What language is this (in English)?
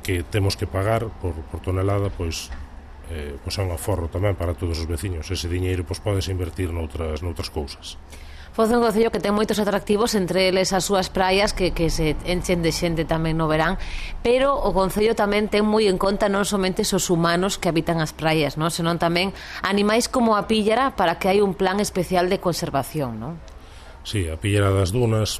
Galician